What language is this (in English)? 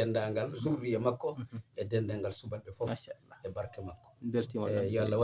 Fula